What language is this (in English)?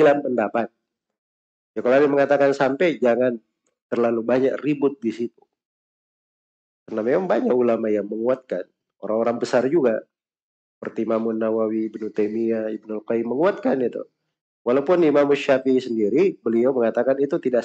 Indonesian